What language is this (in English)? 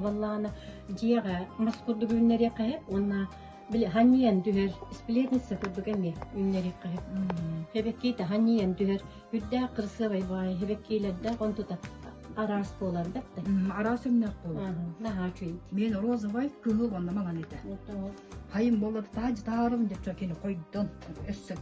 Yakut